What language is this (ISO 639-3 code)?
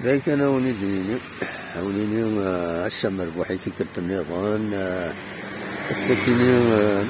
kab